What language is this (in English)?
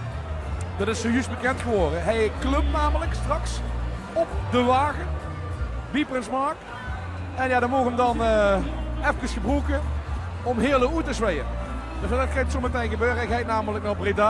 Limburgish